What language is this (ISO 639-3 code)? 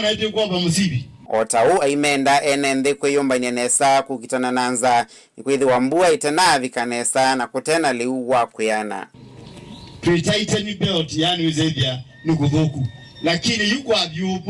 kam